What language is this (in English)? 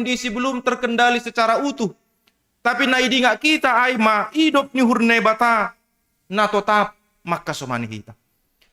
Batak Simalungun